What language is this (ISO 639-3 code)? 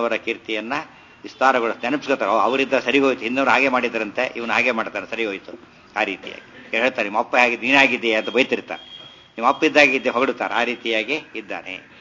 kan